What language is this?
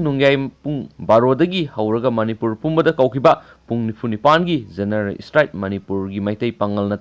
Manipuri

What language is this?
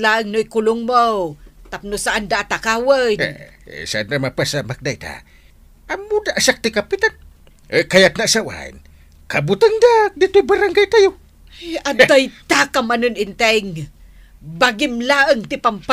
Iloko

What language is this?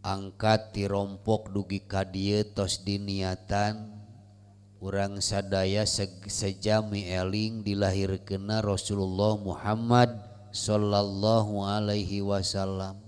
Sundanese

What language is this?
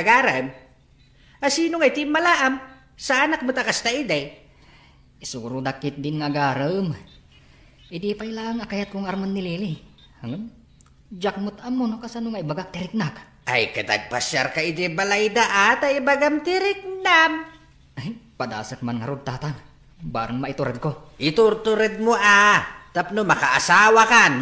Iloko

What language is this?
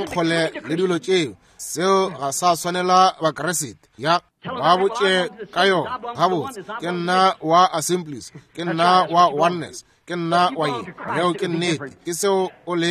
Northern Sotho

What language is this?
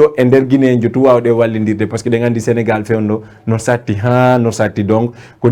Fula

